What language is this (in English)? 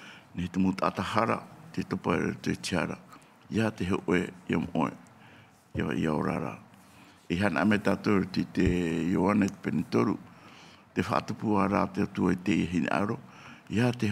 Tahitian